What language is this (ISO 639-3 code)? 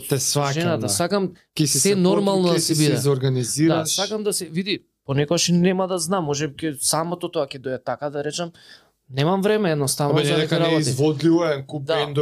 mkd